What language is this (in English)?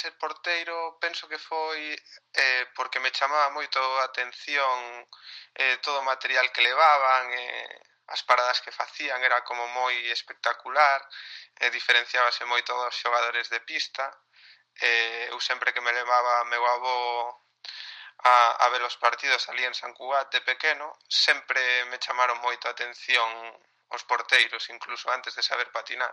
Galician